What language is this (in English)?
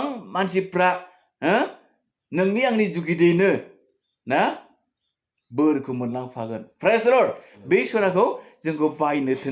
Bodo